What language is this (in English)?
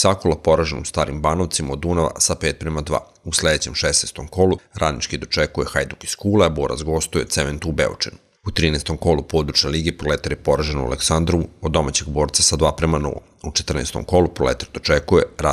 Serbian